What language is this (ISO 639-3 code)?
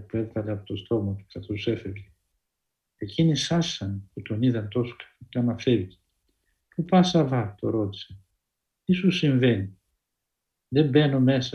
ell